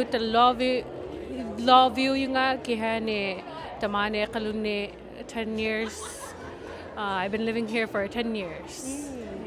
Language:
Inuktitut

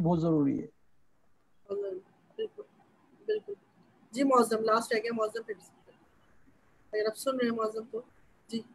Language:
Urdu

